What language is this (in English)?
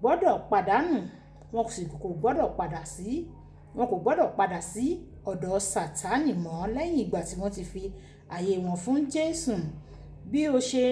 Yoruba